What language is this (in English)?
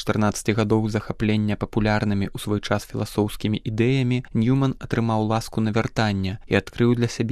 Belarusian